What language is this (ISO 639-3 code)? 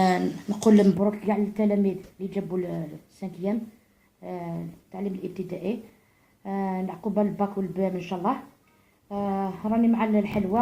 arq